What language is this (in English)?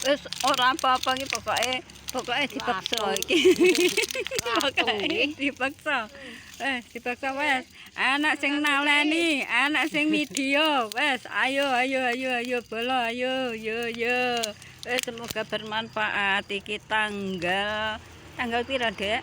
Javanese